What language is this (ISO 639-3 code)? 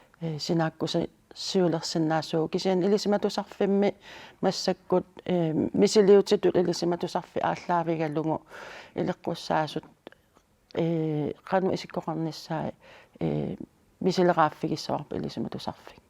kal